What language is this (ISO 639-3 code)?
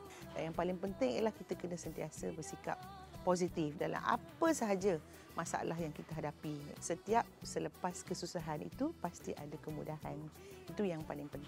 msa